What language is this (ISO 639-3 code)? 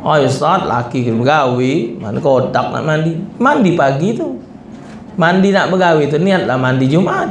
mui